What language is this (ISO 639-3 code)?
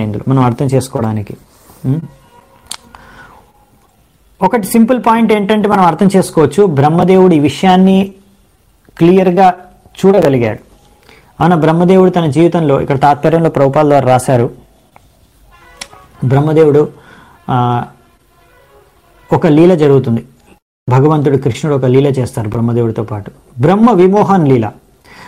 tel